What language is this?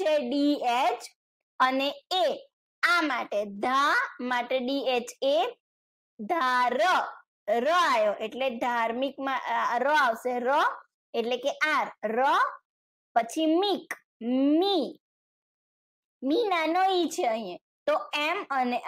Gujarati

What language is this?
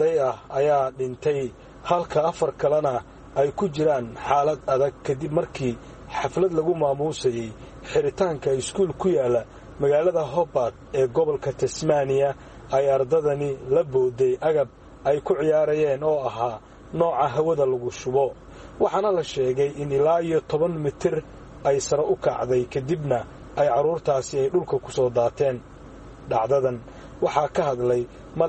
Somali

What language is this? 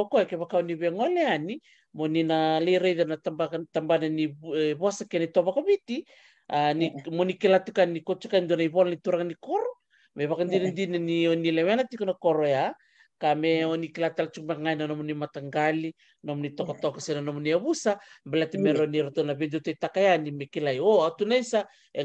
Fijian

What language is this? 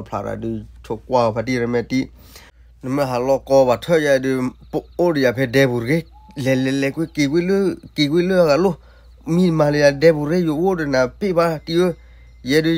S'gaw Karen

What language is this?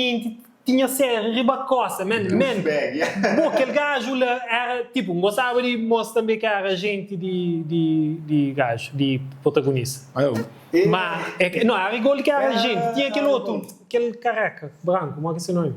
Kabuverdianu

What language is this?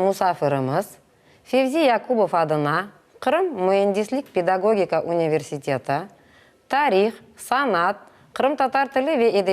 Crimean Tatar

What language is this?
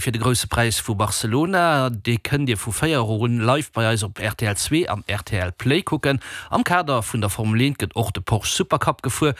Luxembourgish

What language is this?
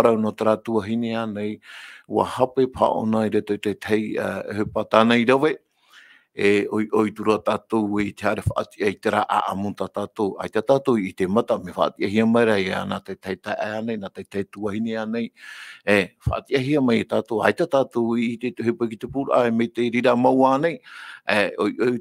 Tahitian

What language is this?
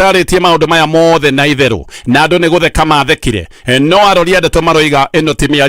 Kikuyu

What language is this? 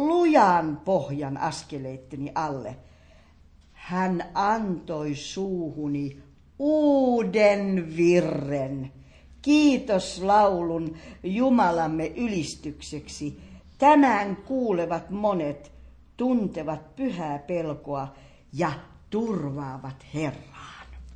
Finnish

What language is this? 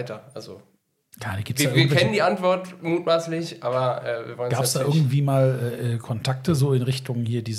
German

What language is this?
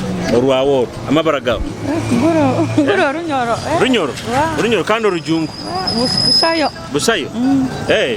Nyoro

